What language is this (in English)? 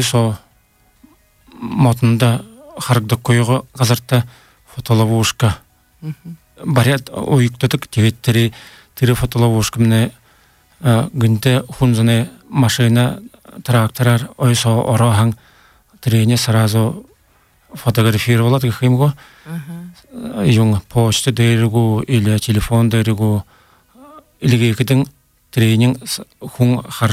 Buriat